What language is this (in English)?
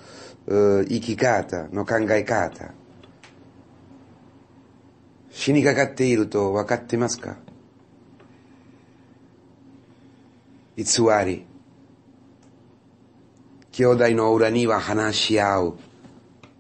Japanese